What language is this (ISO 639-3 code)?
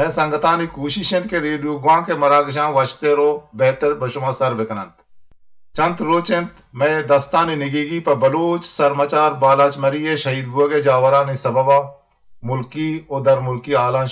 bgp